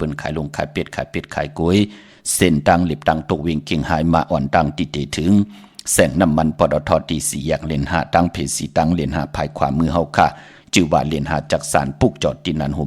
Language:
Shan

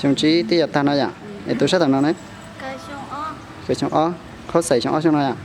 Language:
Hmong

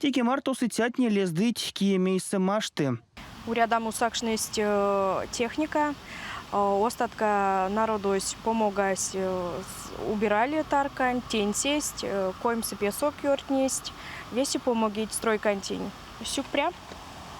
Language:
Erzya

